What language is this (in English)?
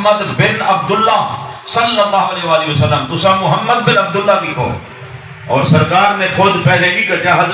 Saraiki